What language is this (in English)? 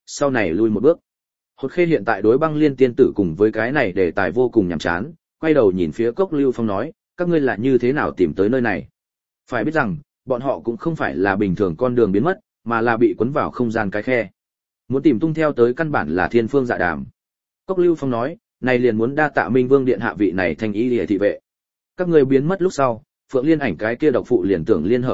Vietnamese